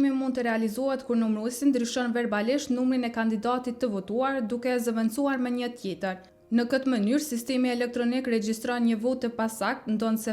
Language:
Albanian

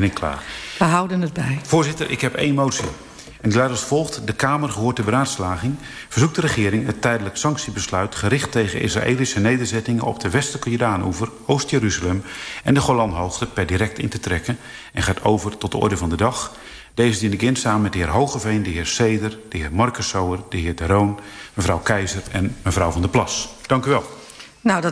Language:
Dutch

